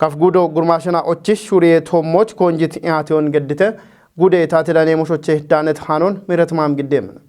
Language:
Kafa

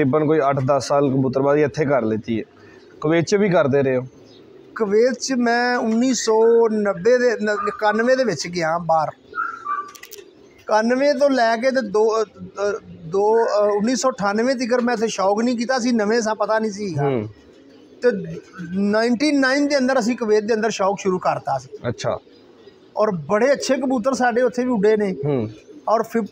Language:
Punjabi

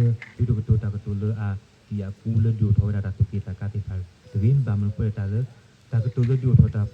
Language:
S'gaw Karen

